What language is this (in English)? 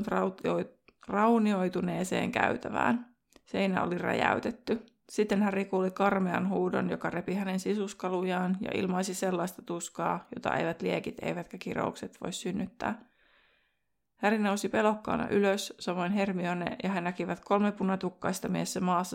Finnish